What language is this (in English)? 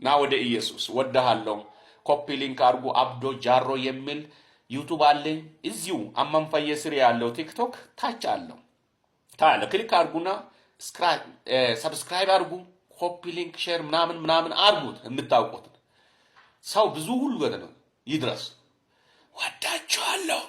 Amharic